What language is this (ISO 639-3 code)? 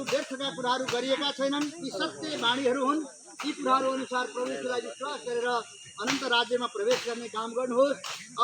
nep